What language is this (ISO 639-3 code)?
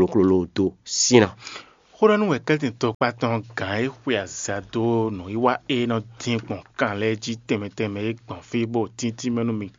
fon